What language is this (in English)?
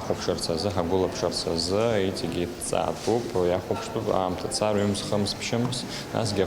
Abkhazian